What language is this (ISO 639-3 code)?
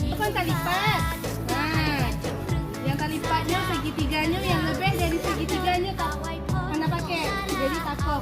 ace